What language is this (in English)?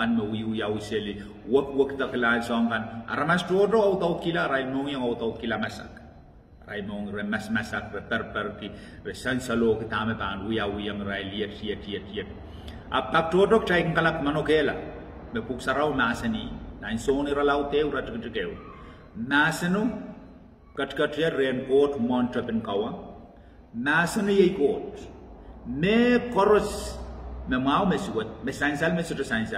Pohnpeian